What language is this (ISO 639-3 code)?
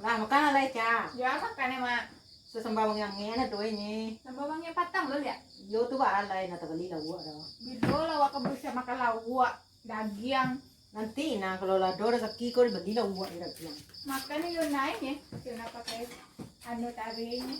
min